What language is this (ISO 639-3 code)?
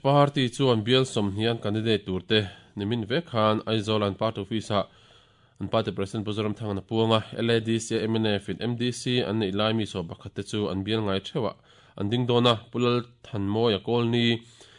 lus